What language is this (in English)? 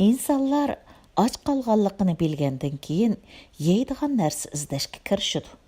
Uyghur